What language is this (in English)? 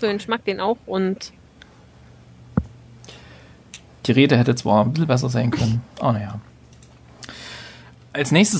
German